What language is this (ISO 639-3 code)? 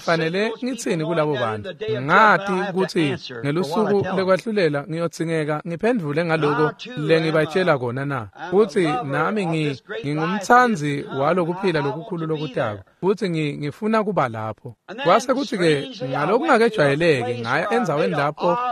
ssw